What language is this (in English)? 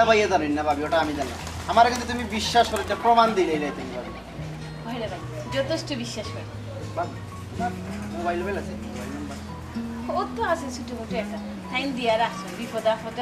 Sylheti